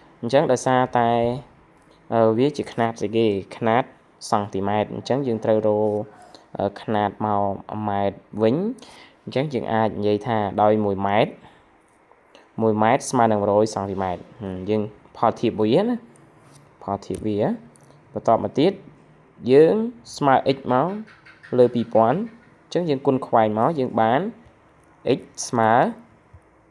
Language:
Khmer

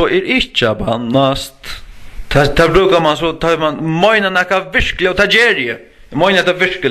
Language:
Faroese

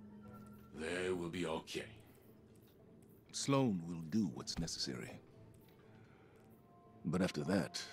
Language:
English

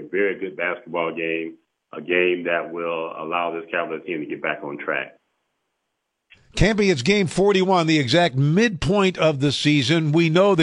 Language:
English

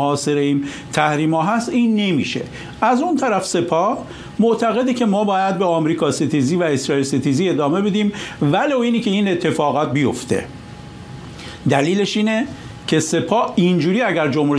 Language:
Persian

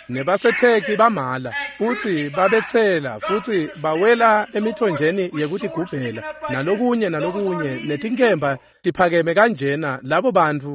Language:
Swati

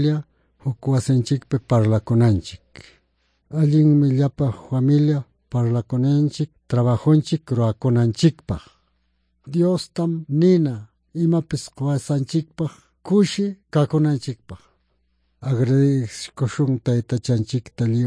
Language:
Quechua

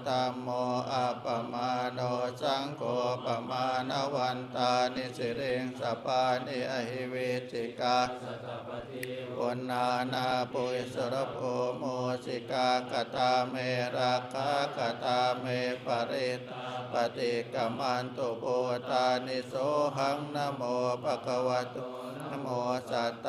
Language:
Pali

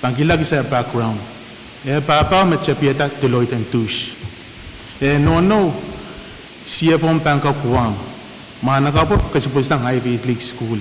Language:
Pohnpeian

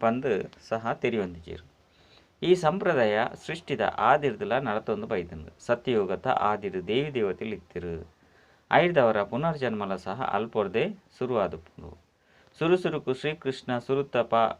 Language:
Tulu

